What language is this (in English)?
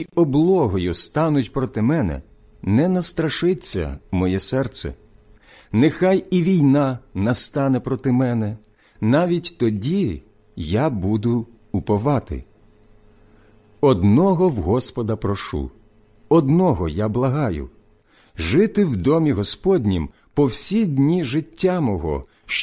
Ukrainian